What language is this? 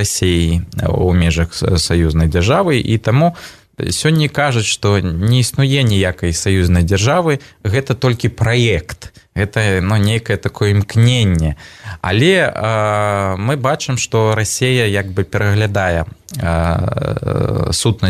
Belarusian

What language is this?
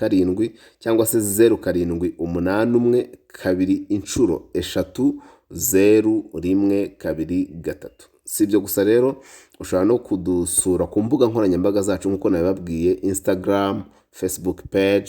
Kinyarwanda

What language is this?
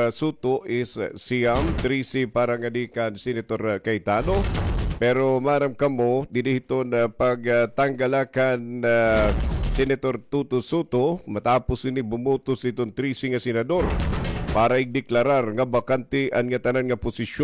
Waray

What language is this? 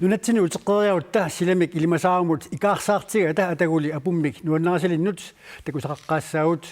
Kalaallisut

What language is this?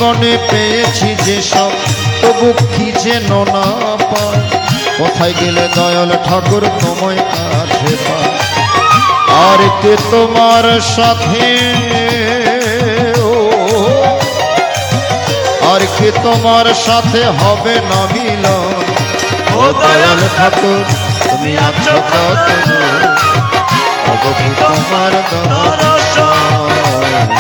Bangla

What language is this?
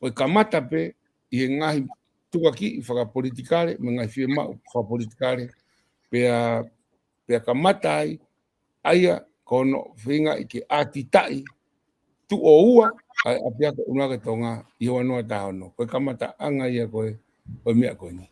Tongan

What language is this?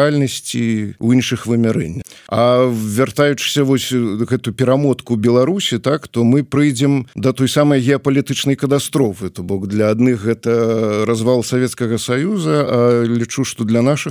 Belarusian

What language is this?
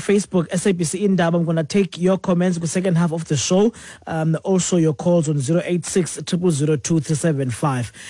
Xhosa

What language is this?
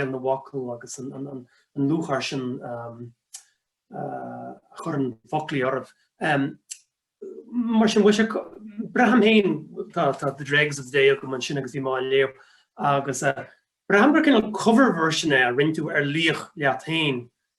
Irish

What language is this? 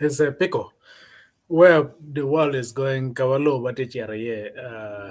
Acoli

